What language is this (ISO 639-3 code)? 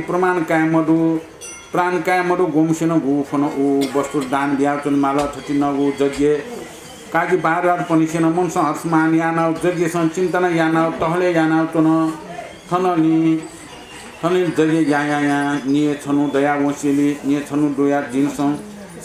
new